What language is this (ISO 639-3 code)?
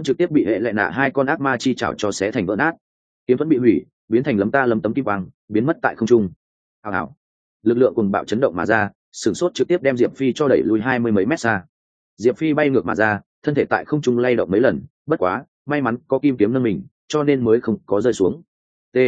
vie